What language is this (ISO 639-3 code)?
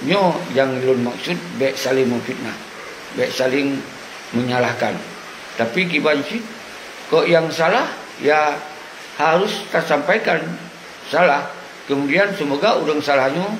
ace